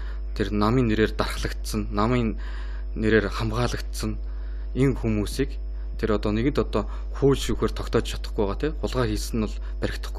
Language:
Mongolian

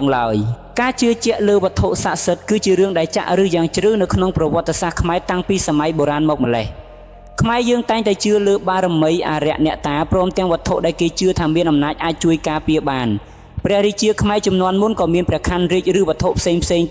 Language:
Khmer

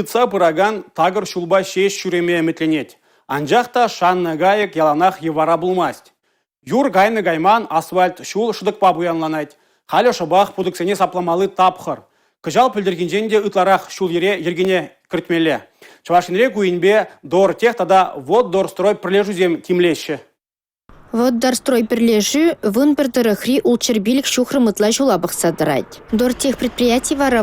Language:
Chuvash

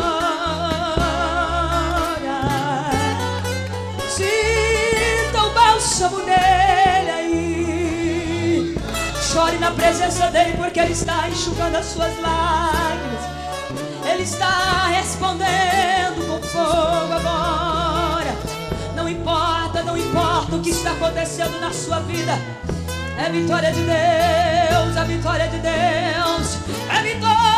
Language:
Portuguese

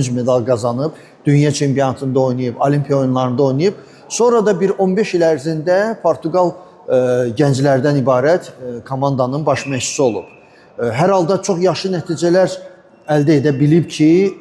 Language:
Azerbaijani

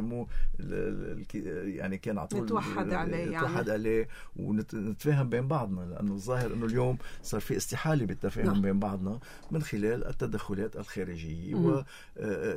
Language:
North Levantine Arabic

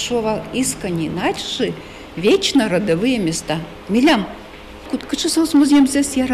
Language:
Udmurt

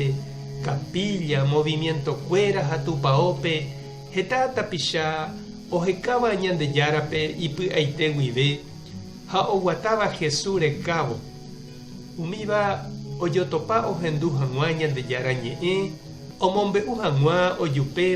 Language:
Guarani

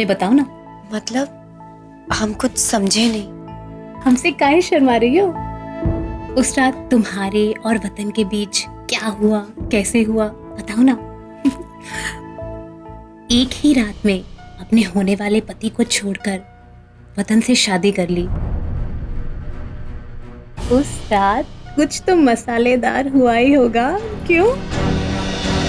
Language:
Hindi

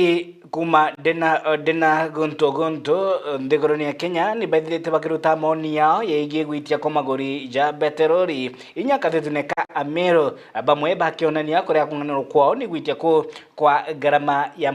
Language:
Meru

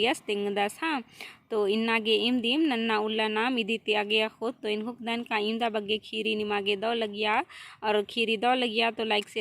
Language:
Kurukh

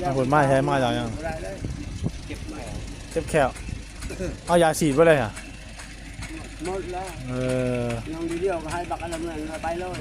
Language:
Northeastern Thai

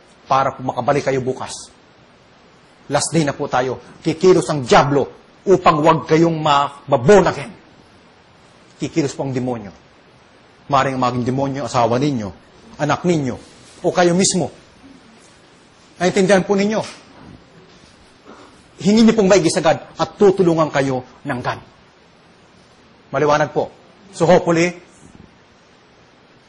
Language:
Filipino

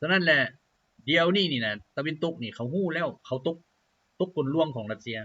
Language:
Lao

